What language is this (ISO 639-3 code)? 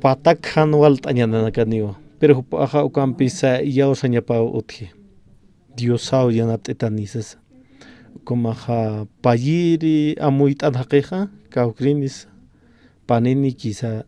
aym